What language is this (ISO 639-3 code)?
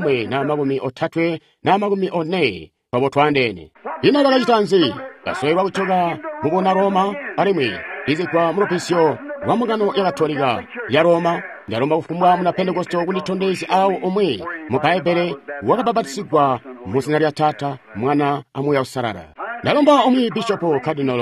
toi